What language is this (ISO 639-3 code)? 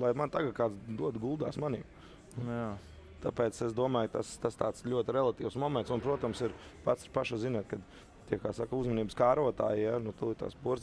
lav